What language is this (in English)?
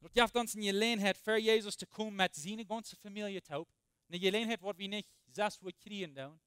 Plautdietsch